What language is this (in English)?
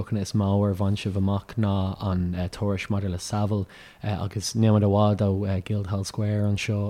Irish